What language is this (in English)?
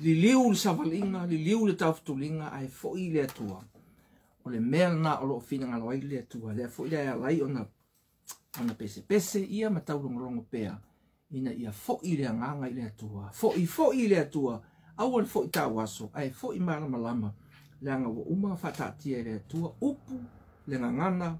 Samoan